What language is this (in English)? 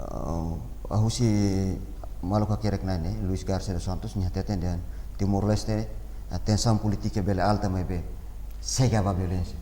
Tetum